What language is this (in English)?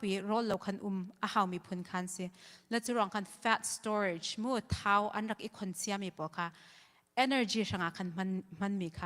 Hakha Chin